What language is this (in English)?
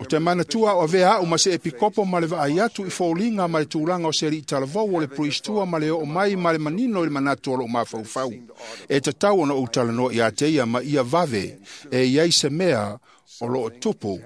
Samoan